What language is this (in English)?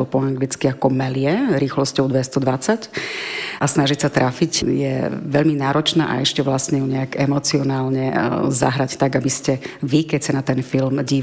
Slovak